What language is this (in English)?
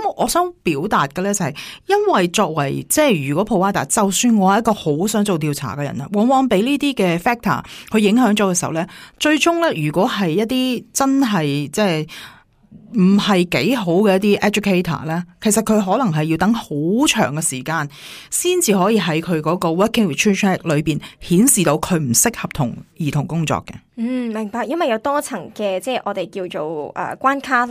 Cantonese